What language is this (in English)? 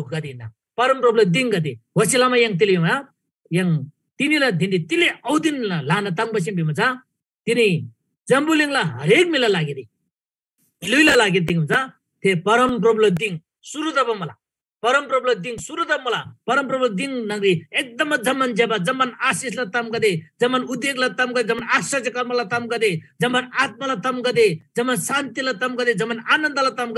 Eastern Tamang